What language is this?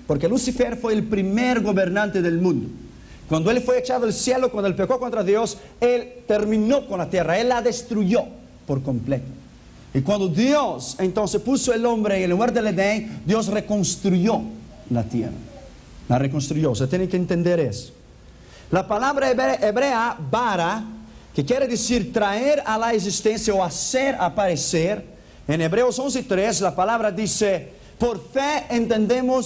Spanish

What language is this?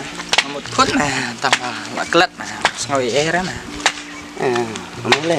Khasi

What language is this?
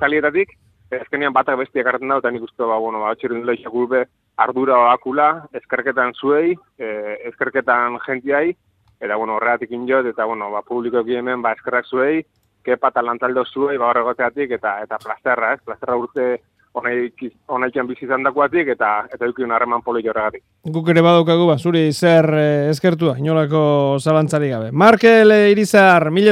Basque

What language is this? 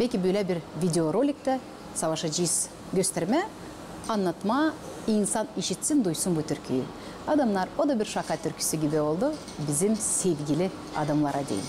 Gagauz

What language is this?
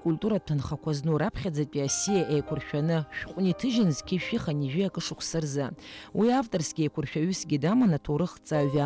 Abkhazian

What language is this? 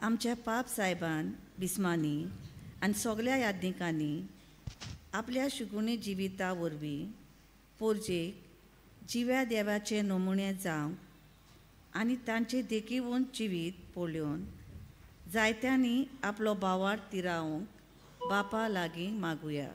Konkani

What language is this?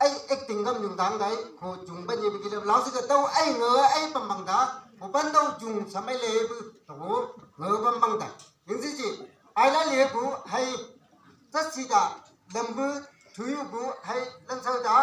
Chang Naga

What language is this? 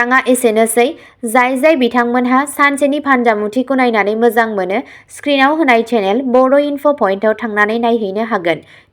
Bodo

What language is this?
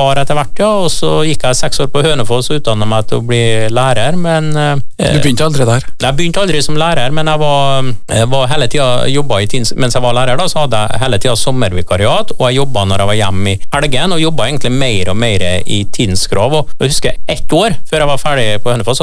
Norwegian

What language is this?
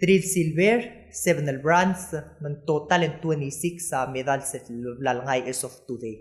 Palauan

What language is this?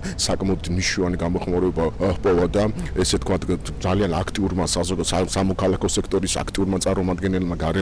Georgian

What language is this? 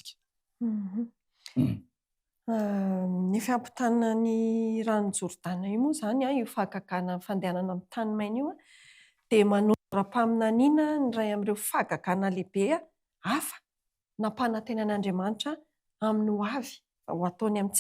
Malagasy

